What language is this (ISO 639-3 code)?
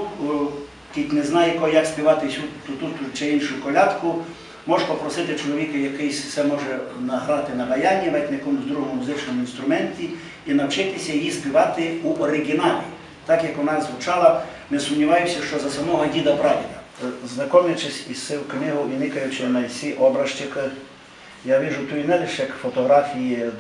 rue